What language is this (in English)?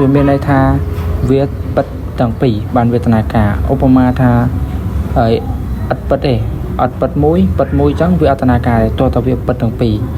Khmer